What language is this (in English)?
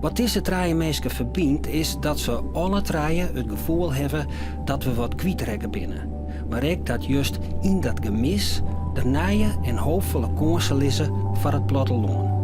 Western Frisian